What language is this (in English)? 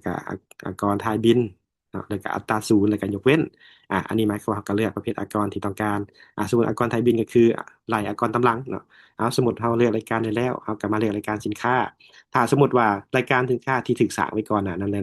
Lao